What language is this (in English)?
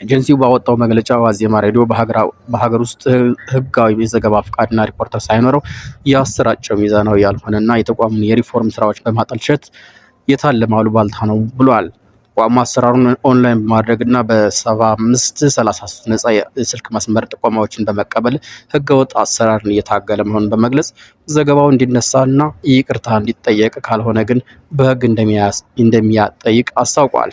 Amharic